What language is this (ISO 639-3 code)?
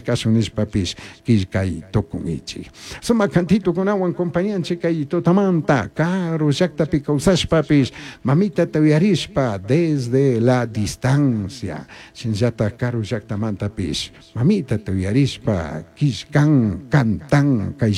qug